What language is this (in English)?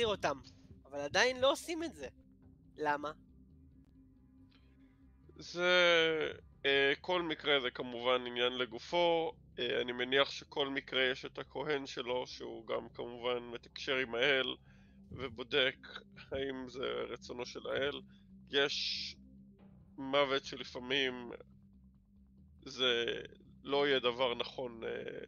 Hebrew